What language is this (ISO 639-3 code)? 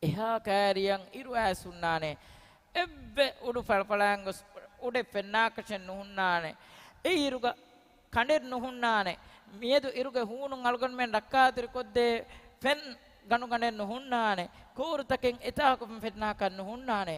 div